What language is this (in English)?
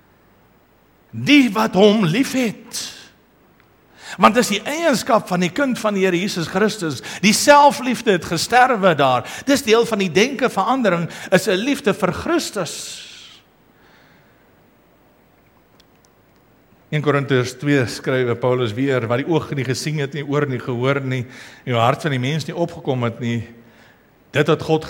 Afrikaans